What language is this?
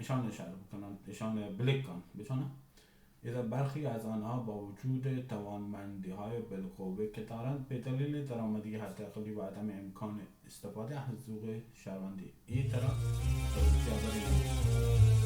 Baluchi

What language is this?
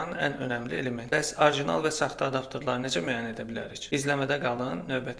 Azerbaijani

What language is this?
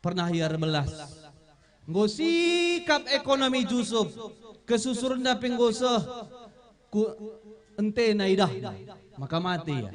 Batak Karo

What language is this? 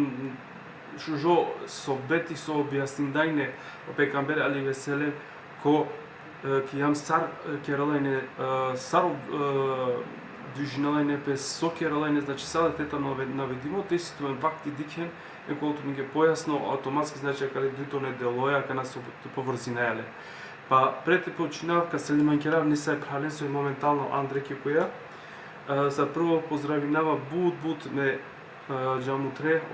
Balkan Romani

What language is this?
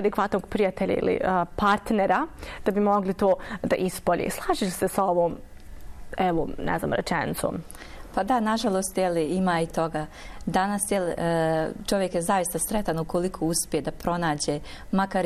Bosnian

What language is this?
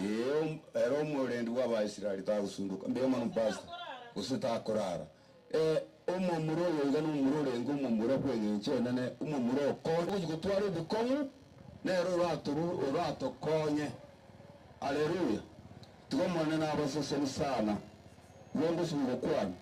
Gusii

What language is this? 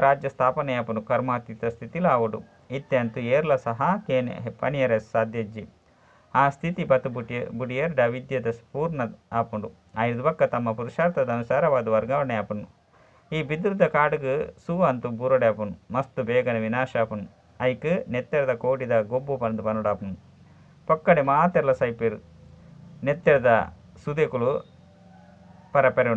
Tulu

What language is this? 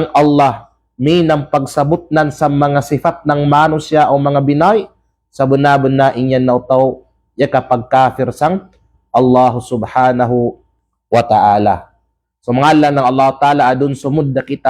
Kalagan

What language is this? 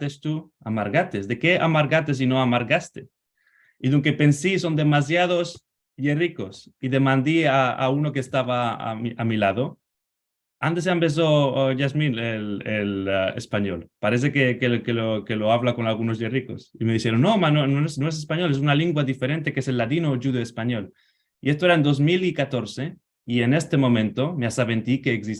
Ladino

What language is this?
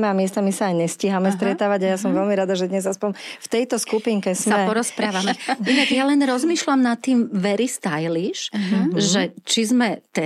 Slovak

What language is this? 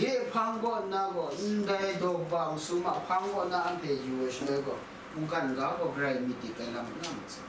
Kachin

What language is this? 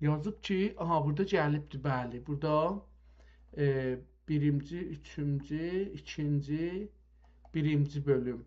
South Azerbaijani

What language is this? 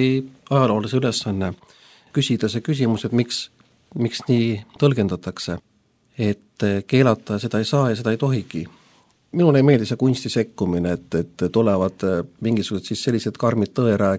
Estonian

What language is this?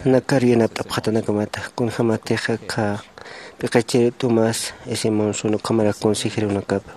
Aymara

